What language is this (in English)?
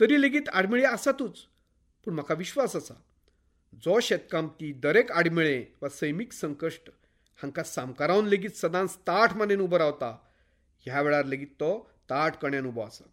Konkani